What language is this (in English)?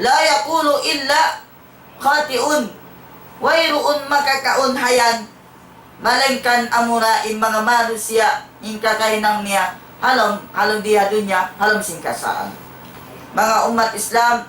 Tausug